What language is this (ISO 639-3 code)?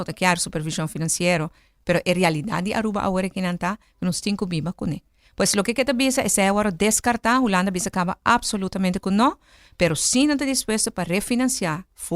pap